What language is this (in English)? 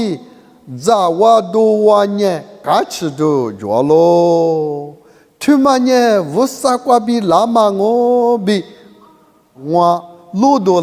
Lisu